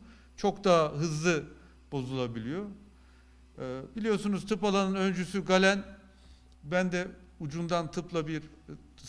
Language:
Turkish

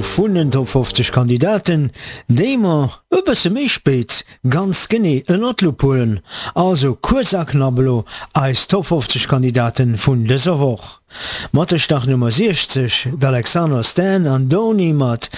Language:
Luxembourgish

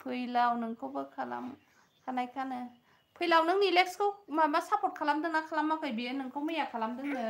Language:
Bodo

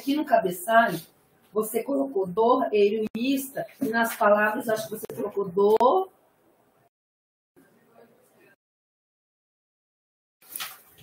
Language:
Portuguese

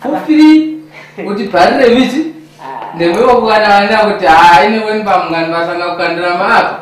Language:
Tumbuka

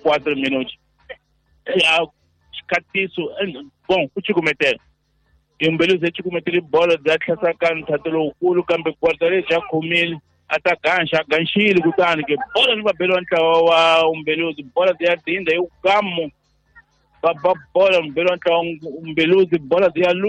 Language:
Tsonga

